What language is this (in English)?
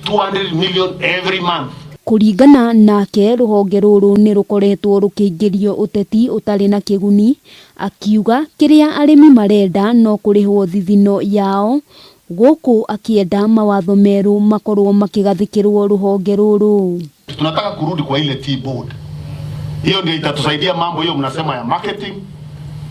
Kikuyu